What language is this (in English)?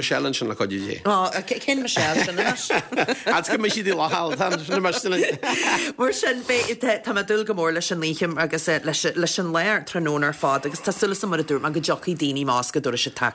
Irish